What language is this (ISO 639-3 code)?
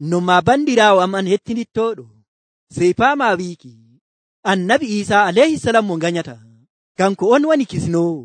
fuv